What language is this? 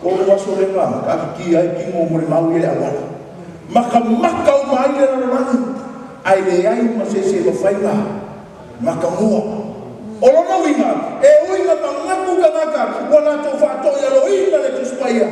Samoan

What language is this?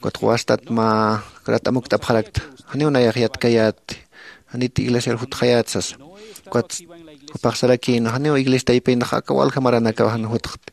Aymara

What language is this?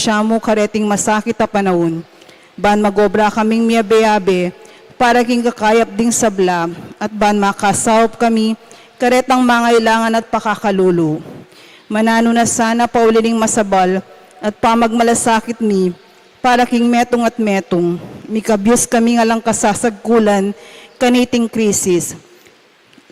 Pampanga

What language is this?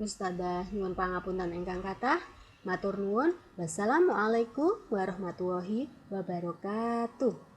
Javanese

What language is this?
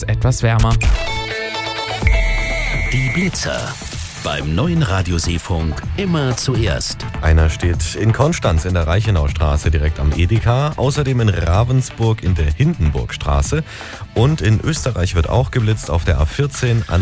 German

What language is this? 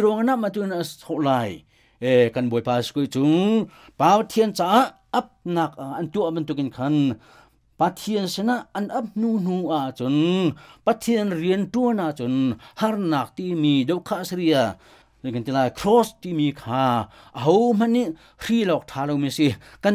Hakha Chin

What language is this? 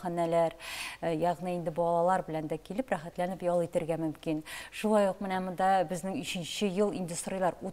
Tatar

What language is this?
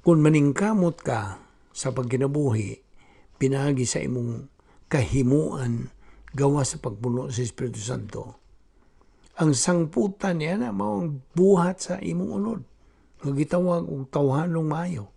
Cebuano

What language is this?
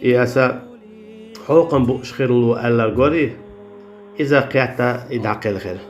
Chechen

